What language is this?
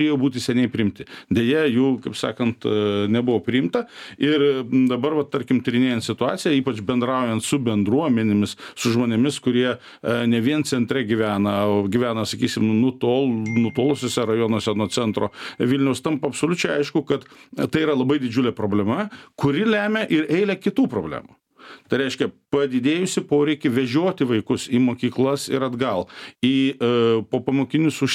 Lithuanian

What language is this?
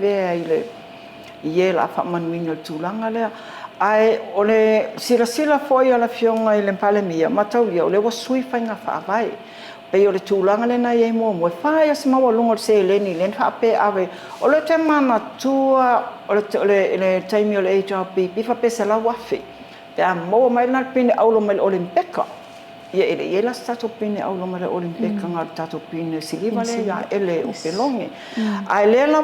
Samoan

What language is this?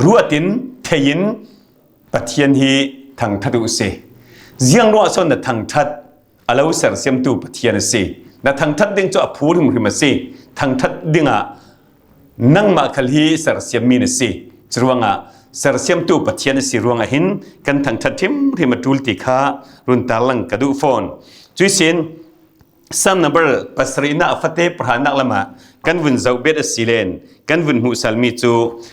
Falam Chin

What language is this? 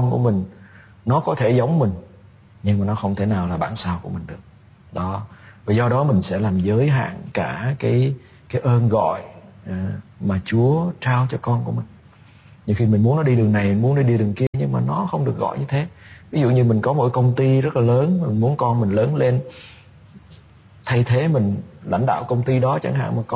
Vietnamese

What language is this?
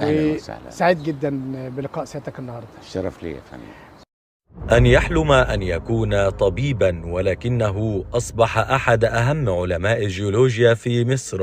Egyptian Arabic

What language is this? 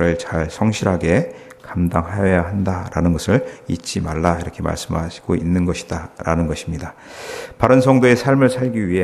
Korean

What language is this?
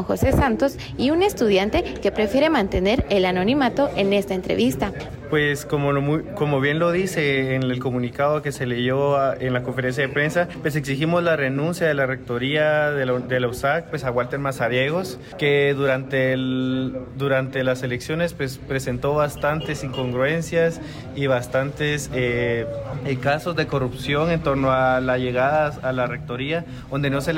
Spanish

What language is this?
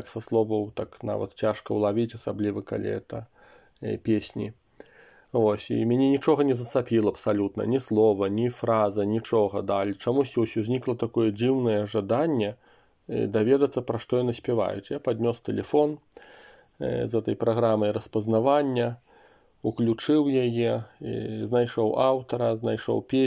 Belarusian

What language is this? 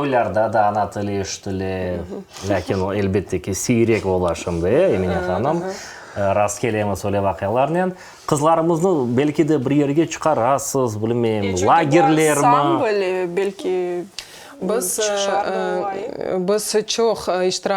Crimean Tatar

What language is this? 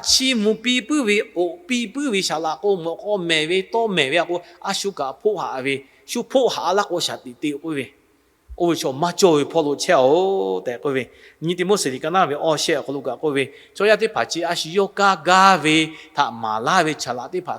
Lahu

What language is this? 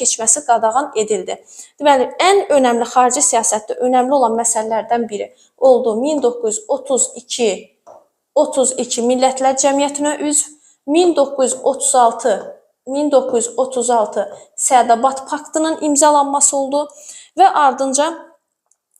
Azerbaijani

